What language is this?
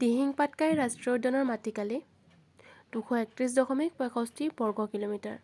Assamese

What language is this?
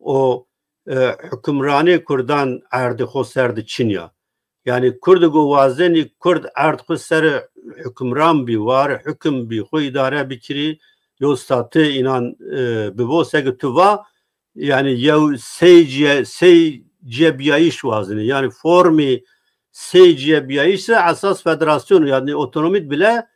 Zaza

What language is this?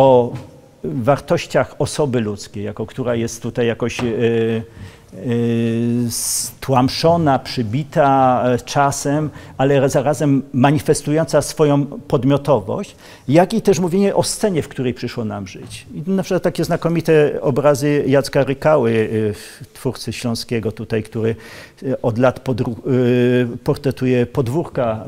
Polish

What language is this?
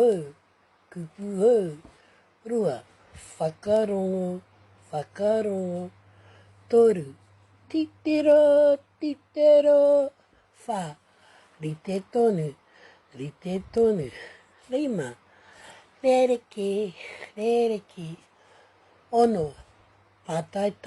Māori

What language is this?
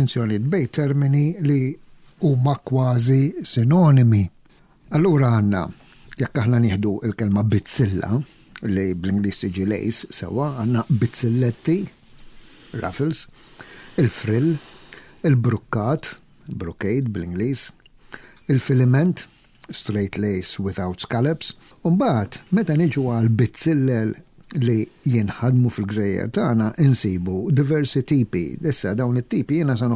Maltese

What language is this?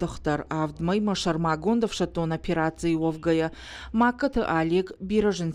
Ossetic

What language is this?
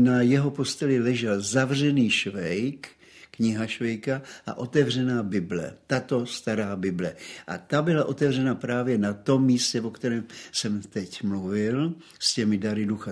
Czech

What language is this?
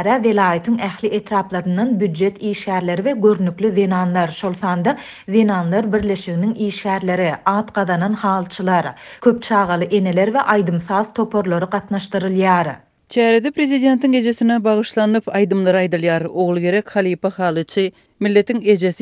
Turkmen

